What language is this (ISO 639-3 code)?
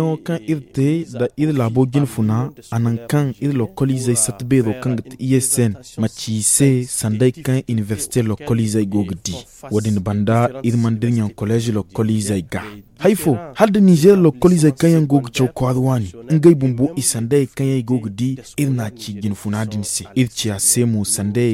dje